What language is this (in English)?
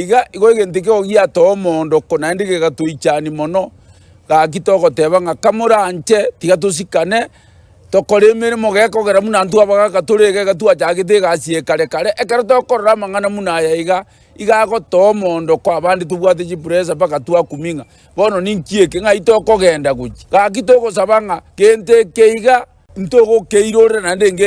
Gusii